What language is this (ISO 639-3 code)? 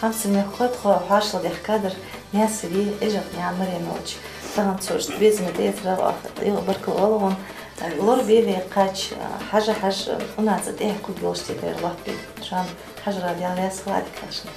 inh